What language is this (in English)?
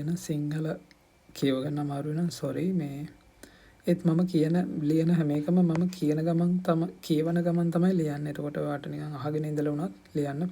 Sinhala